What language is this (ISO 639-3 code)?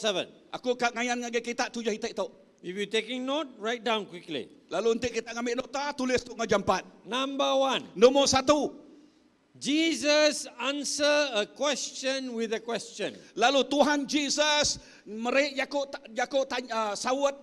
iba